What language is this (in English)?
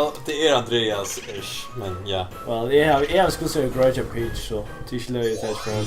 Faroese